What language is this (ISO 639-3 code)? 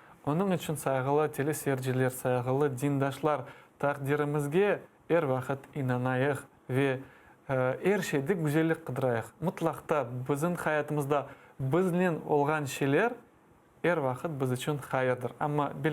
crh